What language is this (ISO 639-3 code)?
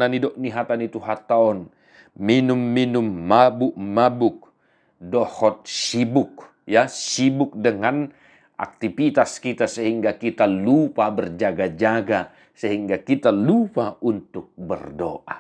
bbc